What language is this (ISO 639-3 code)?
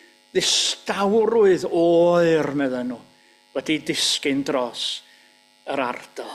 cym